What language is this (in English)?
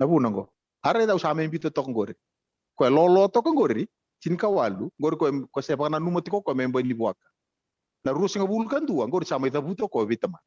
Fijian